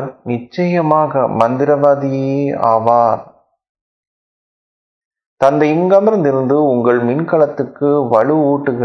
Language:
Tamil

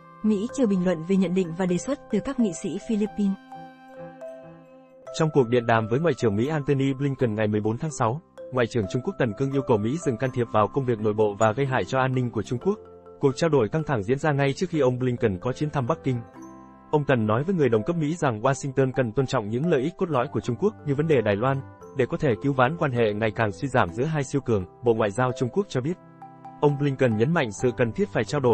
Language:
Vietnamese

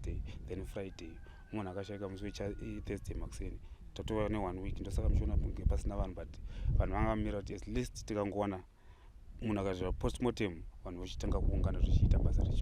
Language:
Shona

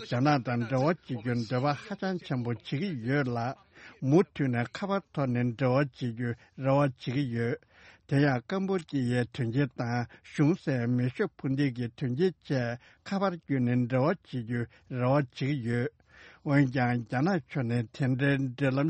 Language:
Tibetan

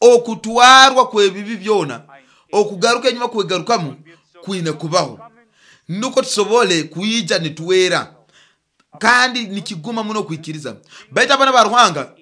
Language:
Nyoro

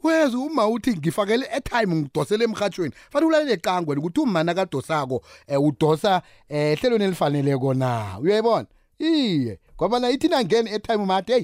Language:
South Ndebele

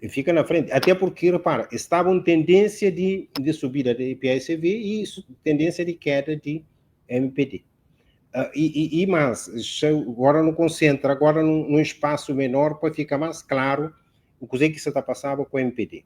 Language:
Kabuverdianu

